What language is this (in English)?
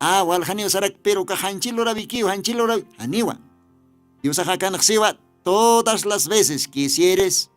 Aymara